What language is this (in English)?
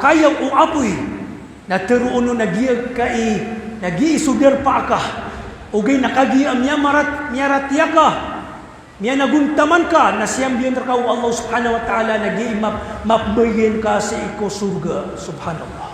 Maranao